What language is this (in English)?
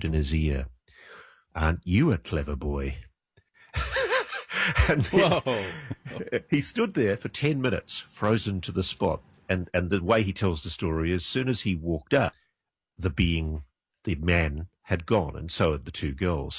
English